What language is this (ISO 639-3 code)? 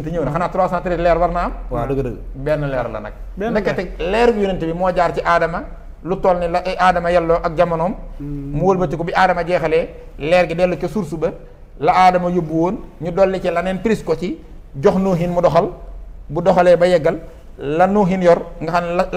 wol